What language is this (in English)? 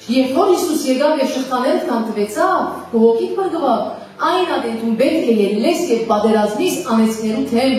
Western Armenian